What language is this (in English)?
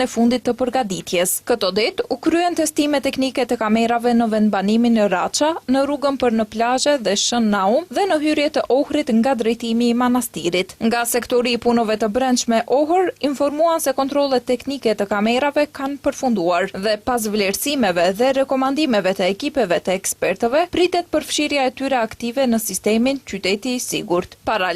Albanian